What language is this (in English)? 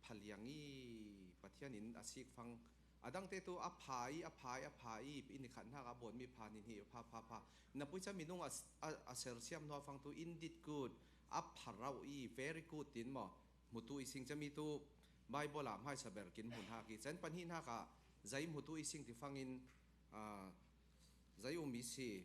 Falam Chin